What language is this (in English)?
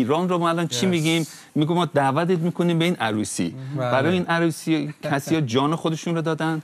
Persian